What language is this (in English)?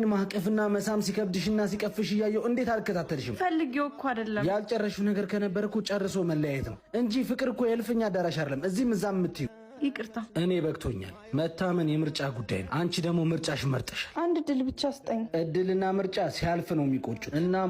Amharic